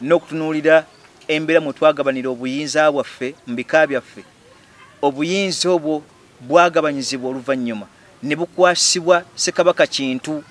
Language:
Ganda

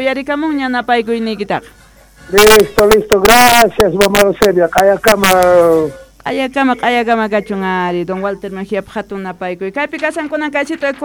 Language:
South Bolivian Quechua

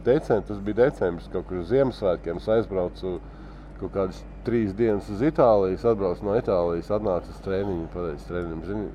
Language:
Latvian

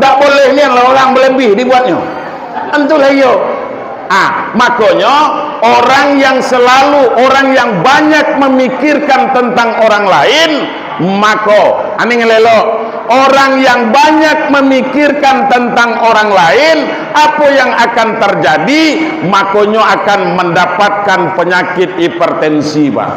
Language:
Minangkabau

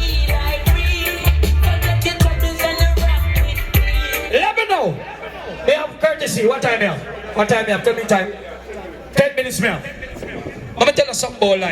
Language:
Jamaican Creole English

